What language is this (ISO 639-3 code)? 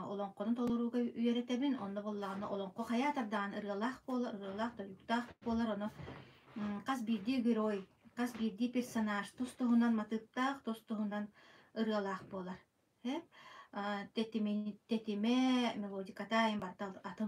sah